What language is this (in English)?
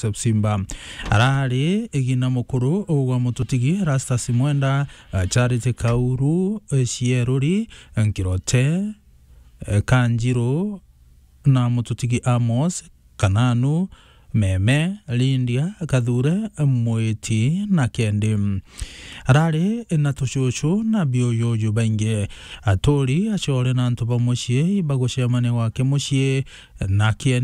Meru